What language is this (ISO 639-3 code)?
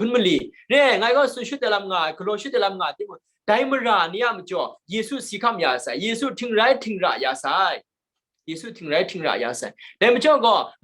kac